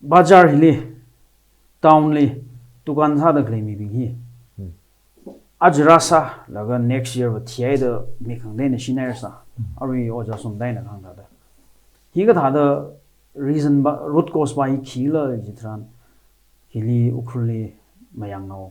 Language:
Tangkhul Naga (India)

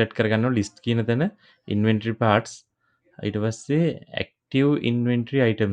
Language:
Sinhala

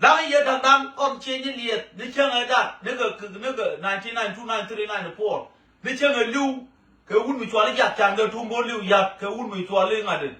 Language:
Nuer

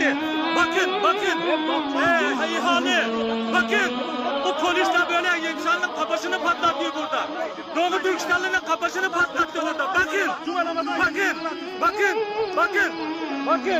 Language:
Turkish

